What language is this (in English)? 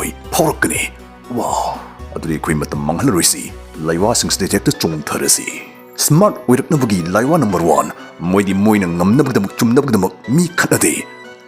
Manipuri